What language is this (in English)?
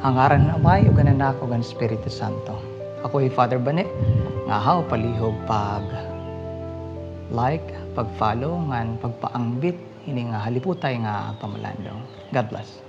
Waray